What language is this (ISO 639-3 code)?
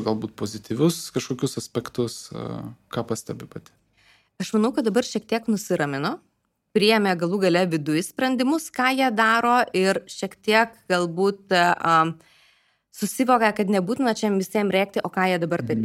lit